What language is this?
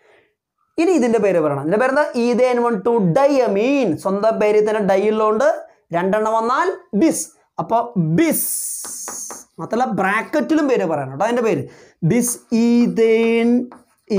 Malayalam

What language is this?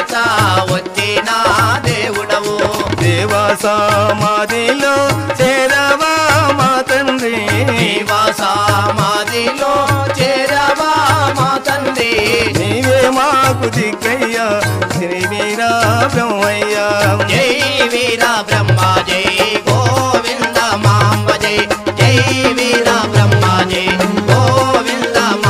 Telugu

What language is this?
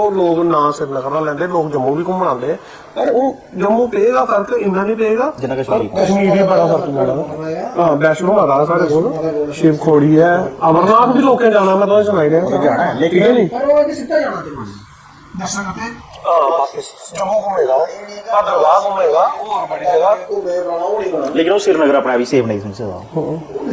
Dogri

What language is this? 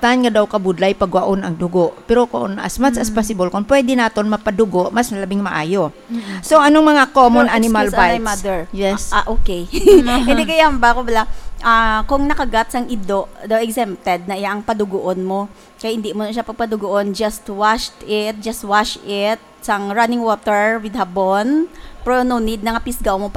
Hiligaynon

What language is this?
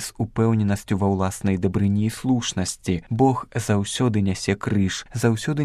Belarusian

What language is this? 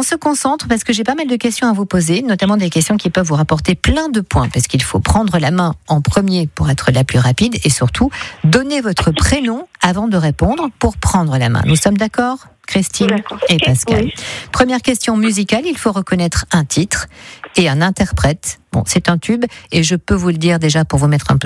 French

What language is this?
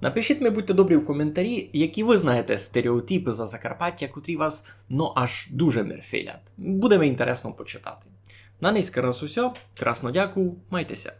Rusyn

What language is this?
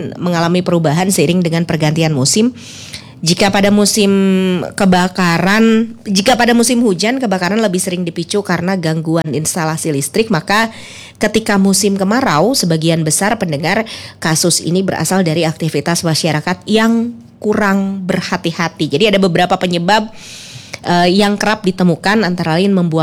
Indonesian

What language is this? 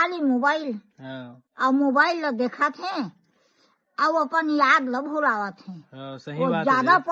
Chhattisgarhi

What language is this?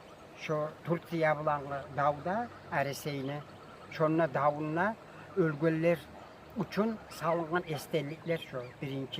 Kumyk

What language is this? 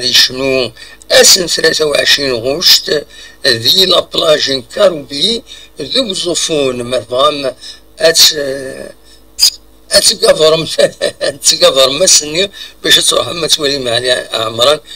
Kabyle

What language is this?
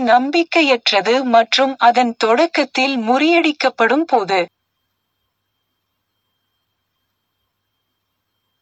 Tamil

